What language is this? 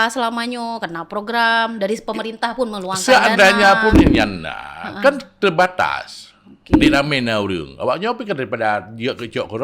Achinese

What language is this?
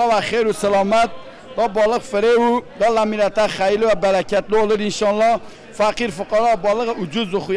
Kurdish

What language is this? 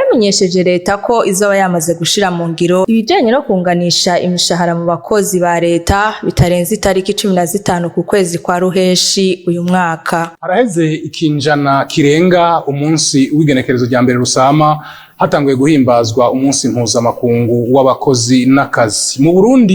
Rundi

